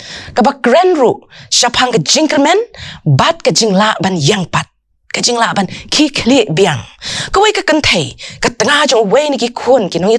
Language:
Khasi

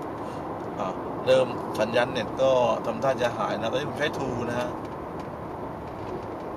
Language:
Thai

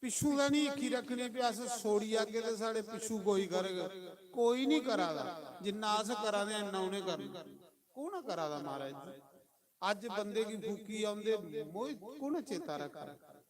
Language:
Dogri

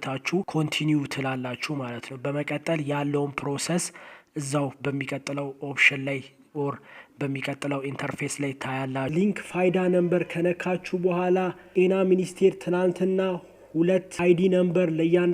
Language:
Amharic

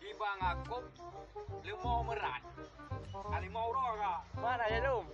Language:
Achinese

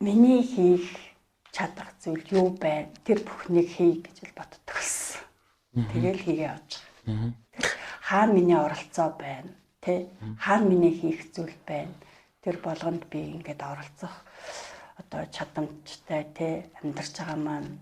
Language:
Mongolian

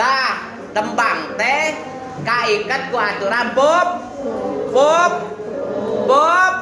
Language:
Sundanese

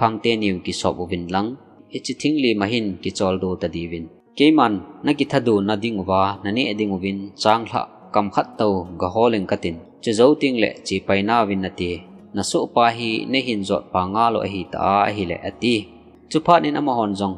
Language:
Thado Chin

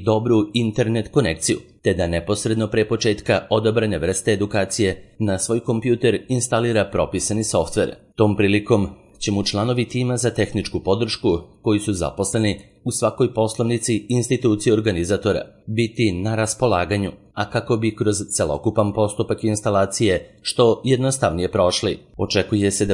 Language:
Serbian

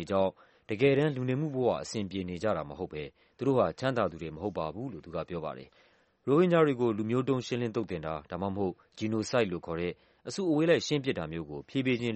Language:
Burmese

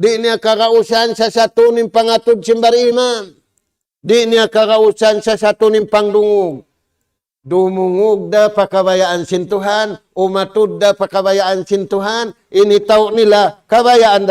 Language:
Tausug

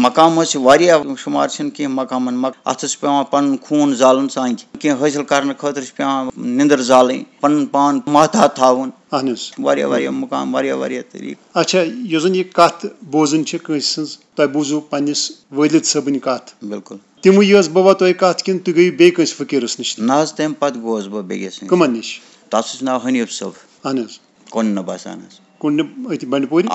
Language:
Kashmiri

